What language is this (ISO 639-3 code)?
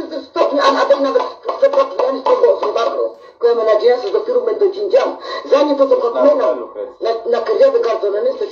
pol